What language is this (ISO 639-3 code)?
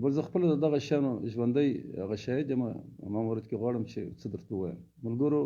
pus